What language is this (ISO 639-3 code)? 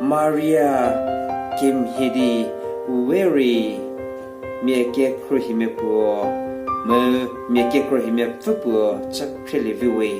njm